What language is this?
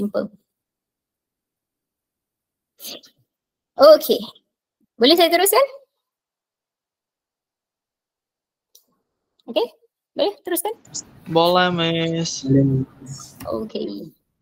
Malay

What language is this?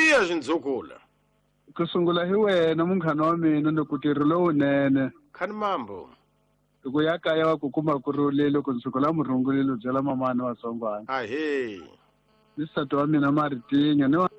Tsonga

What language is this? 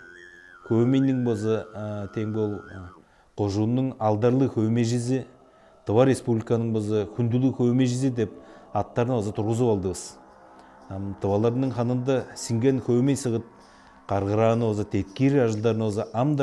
Tuvinian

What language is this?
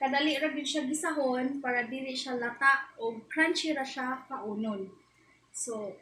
Cebuano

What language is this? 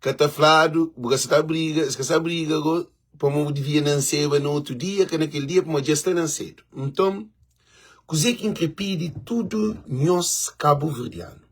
Kabuverdianu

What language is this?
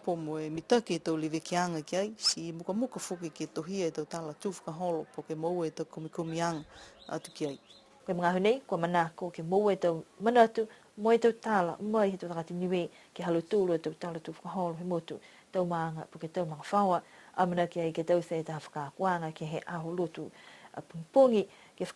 Niuean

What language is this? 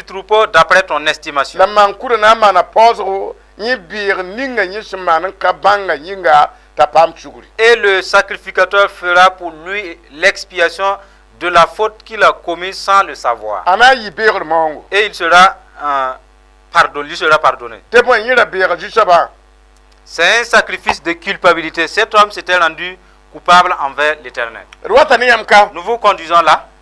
Mossi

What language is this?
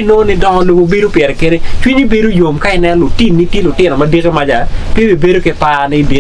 Acoli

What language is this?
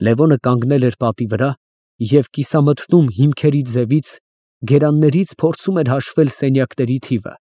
Armenian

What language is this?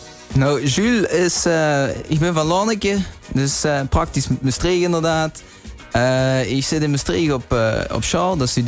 Limburgish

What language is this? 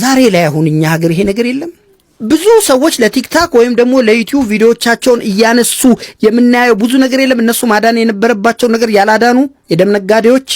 Amharic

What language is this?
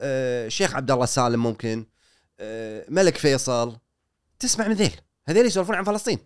Gulf Arabic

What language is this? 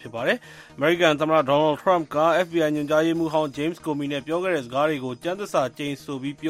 Burmese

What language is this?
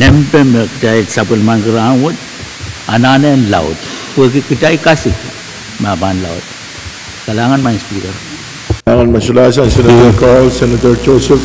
Pohnpeian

